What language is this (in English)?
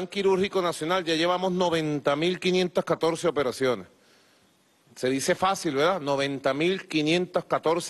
Spanish